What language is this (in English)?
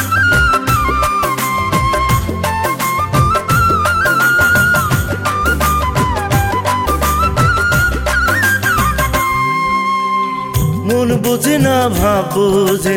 Bangla